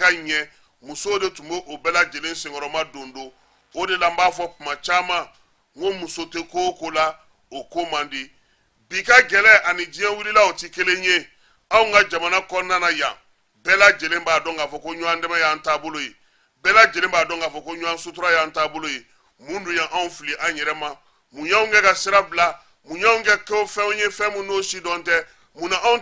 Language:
Bambara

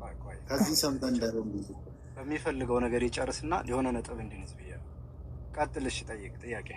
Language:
Amharic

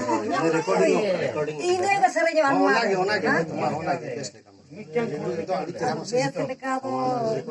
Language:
Santali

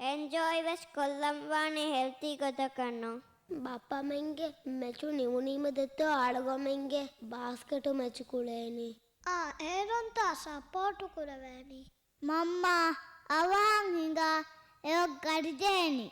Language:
Divehi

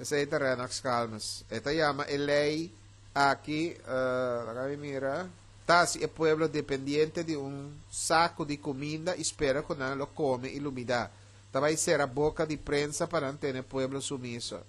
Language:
Papiamento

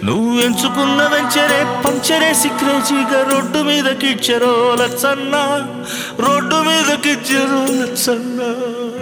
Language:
Telugu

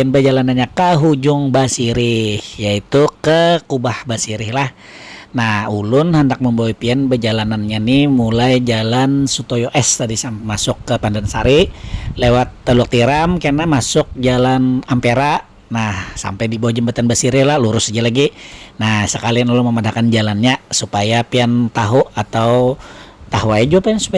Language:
Banjar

